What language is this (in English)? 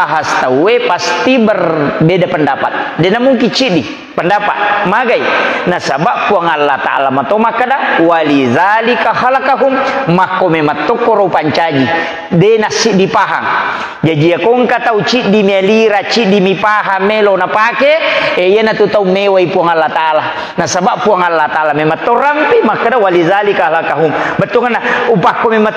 Buginese